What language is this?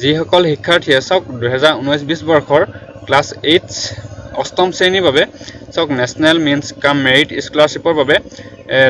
Assamese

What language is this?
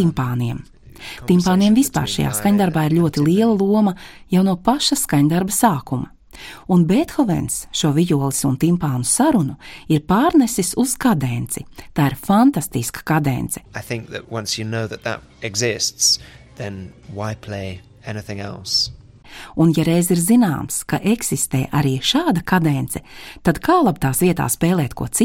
Latvian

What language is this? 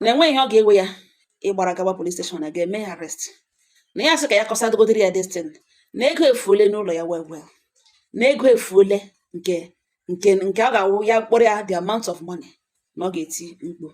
Igbo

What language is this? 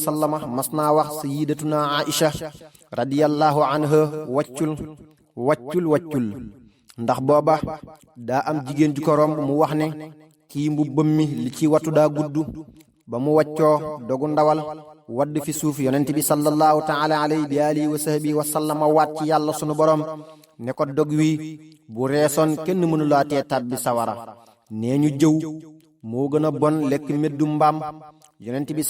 Wolof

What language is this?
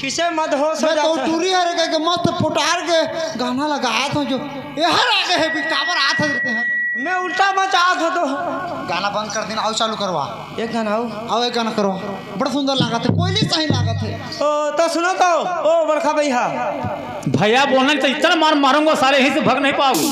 Chhattisgarhi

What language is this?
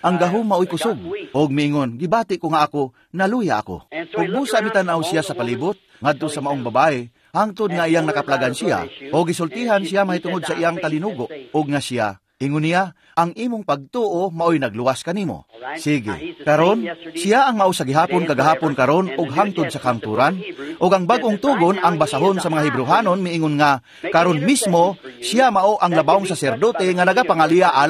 Cebuano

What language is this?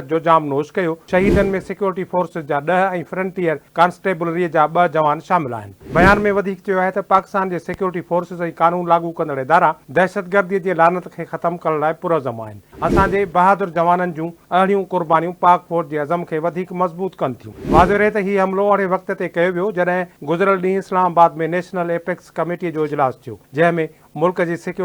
Sindhi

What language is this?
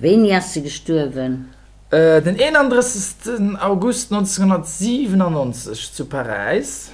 Luxembourgish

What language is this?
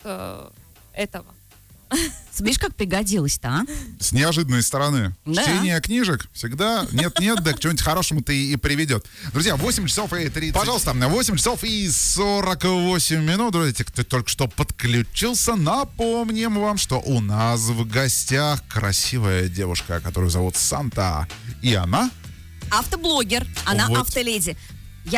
Russian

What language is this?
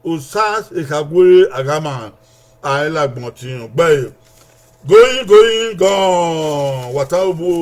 Bini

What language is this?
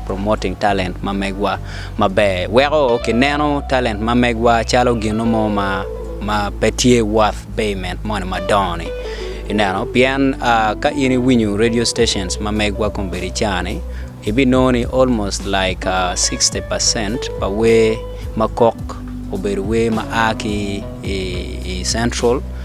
Acoli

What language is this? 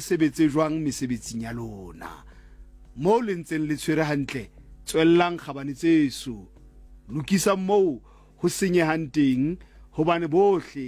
Southern Sotho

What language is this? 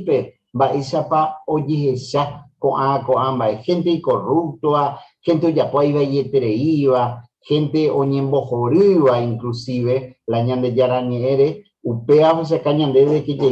Guarani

